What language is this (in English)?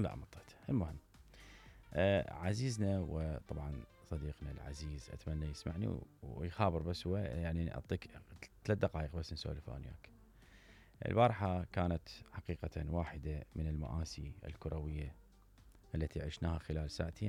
Mesopotamian Arabic